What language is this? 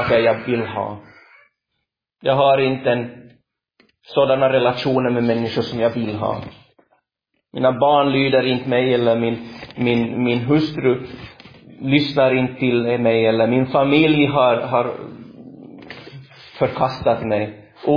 Swedish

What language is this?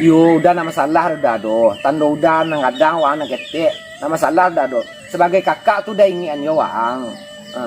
Minangkabau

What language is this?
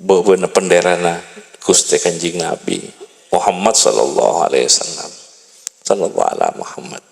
Madurese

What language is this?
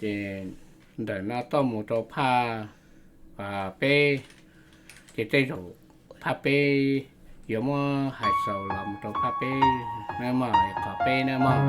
Hmong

